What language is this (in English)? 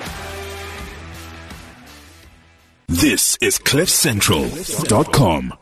Afrikaans